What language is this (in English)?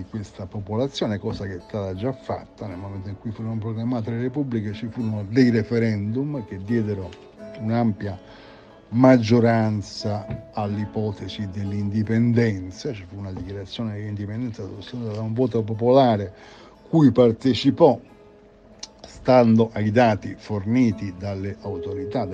Italian